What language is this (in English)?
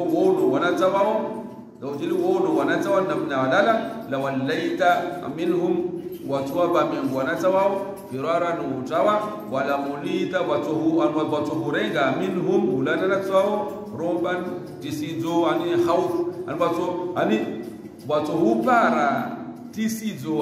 Swahili